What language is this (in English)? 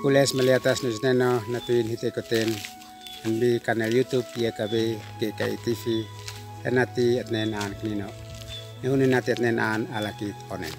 Uab Meto